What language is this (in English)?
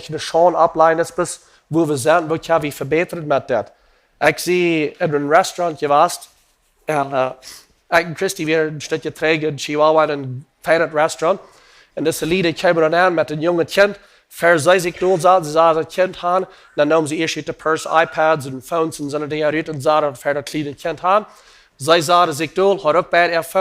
Plautdietsch